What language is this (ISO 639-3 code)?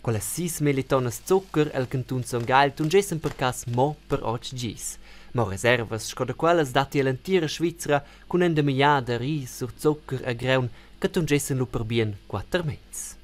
roh